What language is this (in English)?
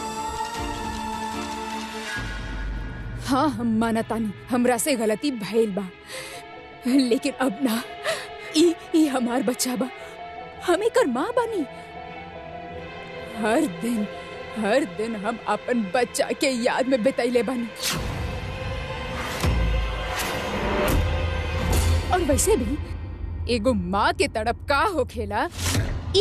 Bhojpuri